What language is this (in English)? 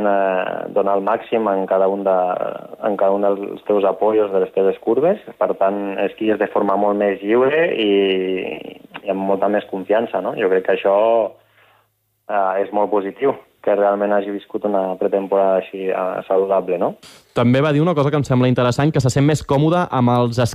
Catalan